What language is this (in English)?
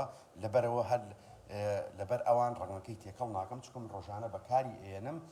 Central Kurdish